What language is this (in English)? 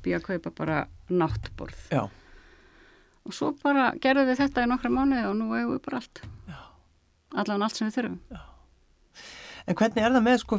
Icelandic